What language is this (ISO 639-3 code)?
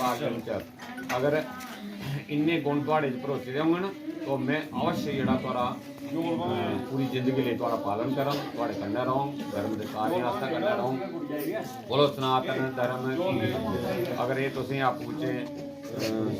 doi